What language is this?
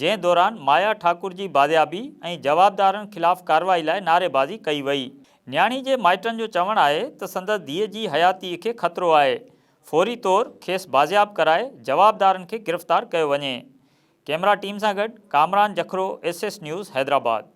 Sindhi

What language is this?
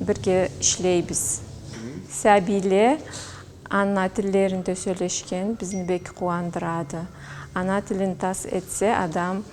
Karachay-Balkar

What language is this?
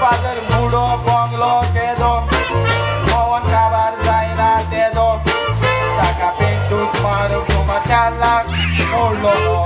Konkani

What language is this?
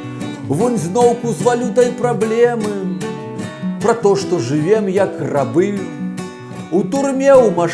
Belarusian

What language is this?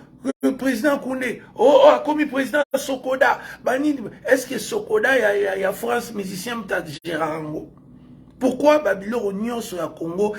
Lingala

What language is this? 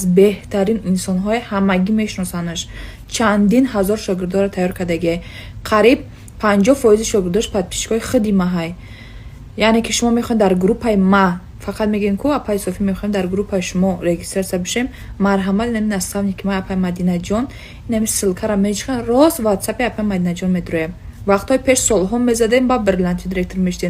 Tajik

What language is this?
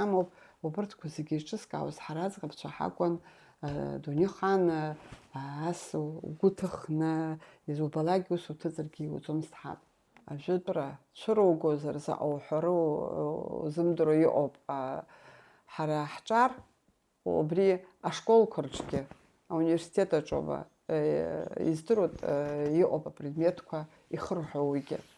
Abkhazian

